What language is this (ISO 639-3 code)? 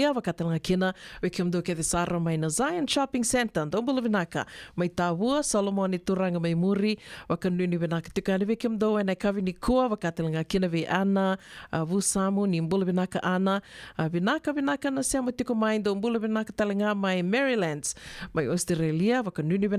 fij